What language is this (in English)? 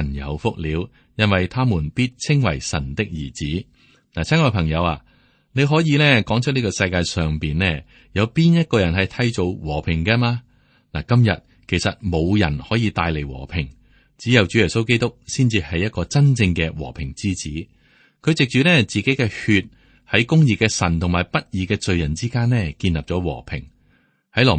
Cantonese